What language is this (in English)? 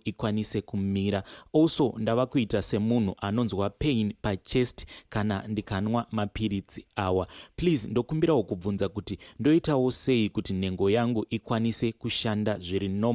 Shona